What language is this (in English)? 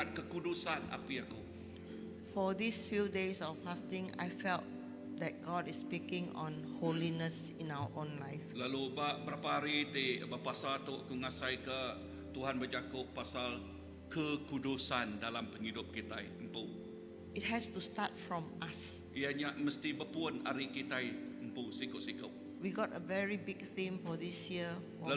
Iban